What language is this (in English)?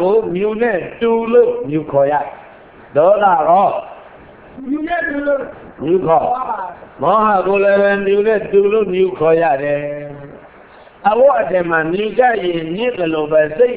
Burmese